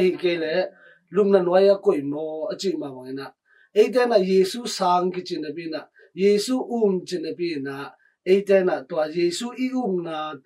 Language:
Tedim Chin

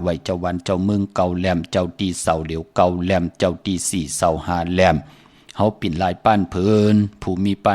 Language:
Shan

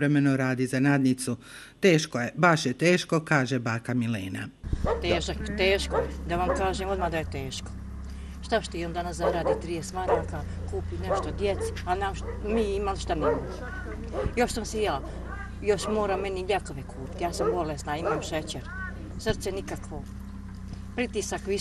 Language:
Bosnian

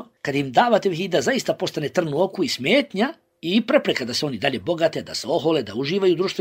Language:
Bosnian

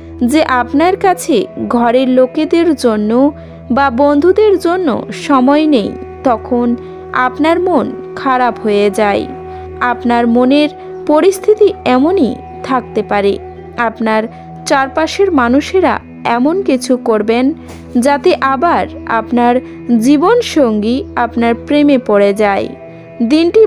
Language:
Bangla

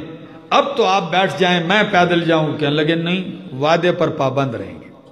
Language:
Urdu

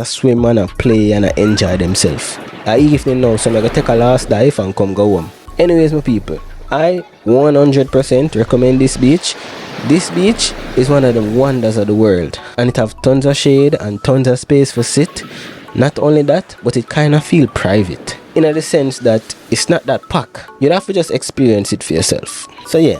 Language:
Jamaican Creole English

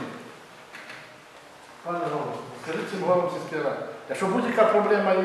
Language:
Ukrainian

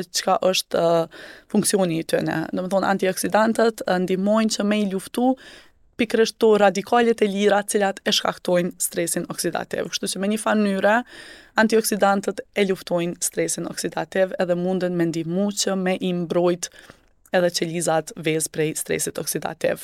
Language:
Albanian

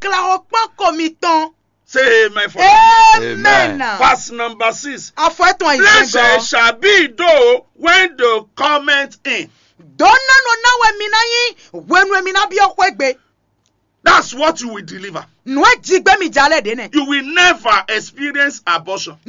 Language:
Fon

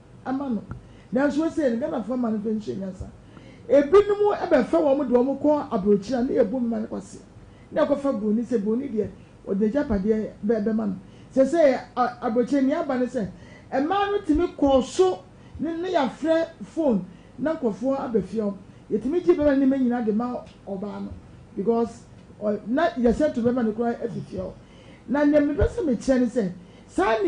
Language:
Akan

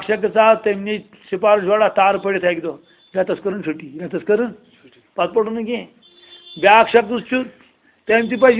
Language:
Kashmiri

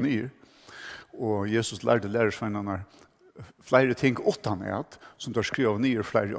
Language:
Faroese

